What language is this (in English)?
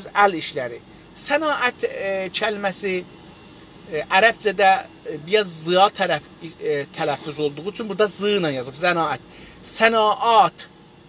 South Azerbaijani